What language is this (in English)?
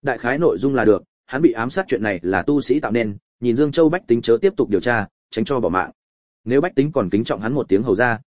Vietnamese